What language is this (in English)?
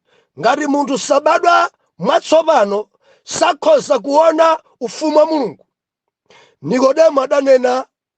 Nyanja